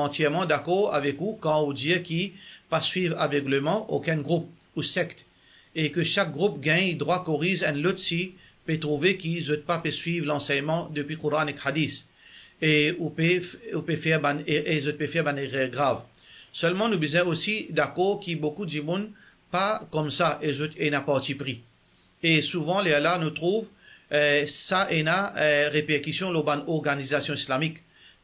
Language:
Morisyen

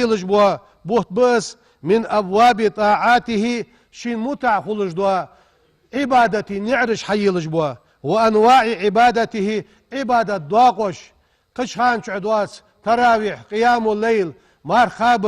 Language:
Ingush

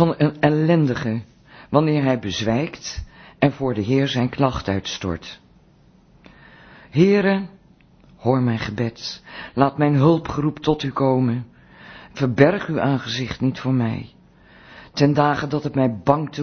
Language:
Dutch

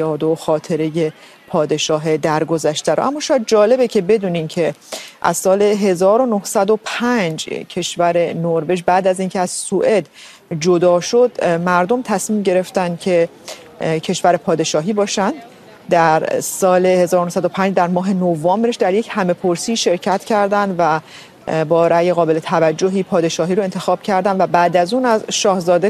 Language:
Persian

